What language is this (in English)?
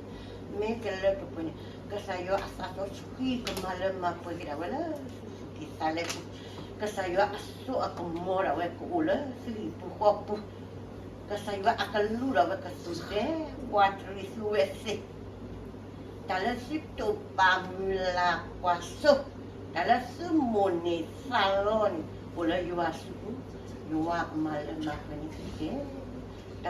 S'gaw Karen